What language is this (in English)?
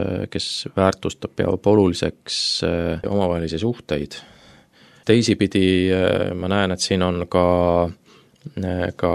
Estonian